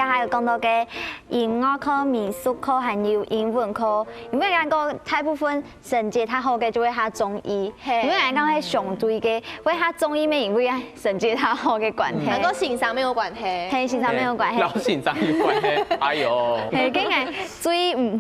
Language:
Hakka Chinese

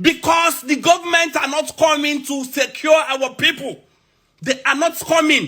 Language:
Igbo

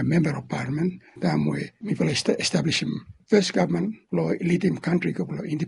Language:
Bislama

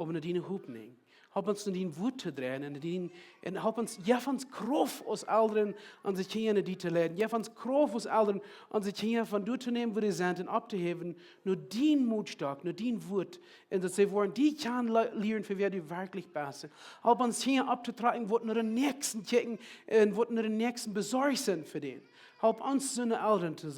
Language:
Plautdietsch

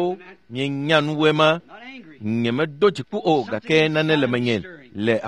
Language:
Ewe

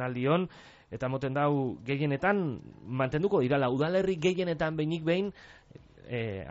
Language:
Basque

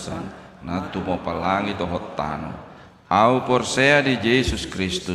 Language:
Batak Toba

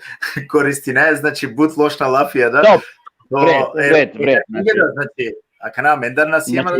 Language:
Balkan Romani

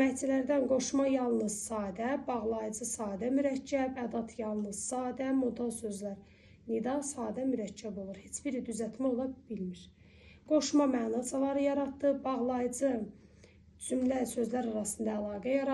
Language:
Azerbaijani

